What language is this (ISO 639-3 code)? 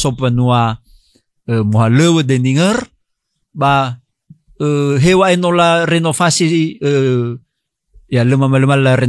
nia